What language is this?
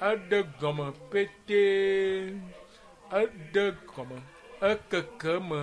Ewe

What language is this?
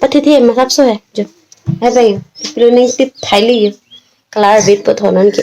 Karbi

